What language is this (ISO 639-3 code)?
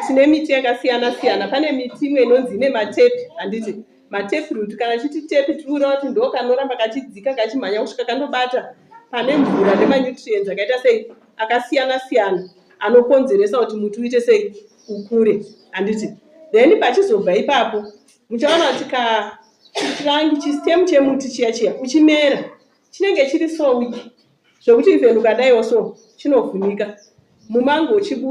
sna